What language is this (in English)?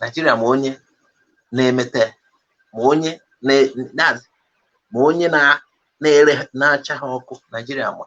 Igbo